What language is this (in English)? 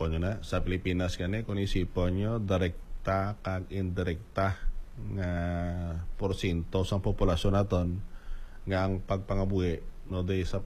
Hiligaynon